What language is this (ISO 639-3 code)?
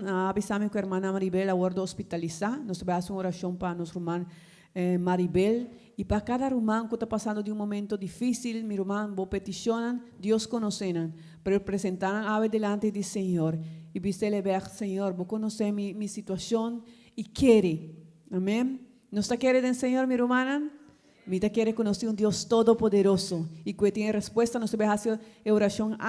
pap